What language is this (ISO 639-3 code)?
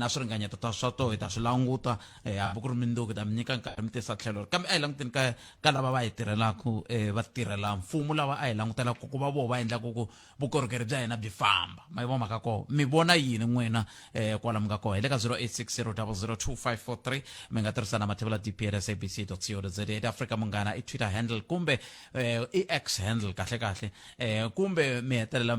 tso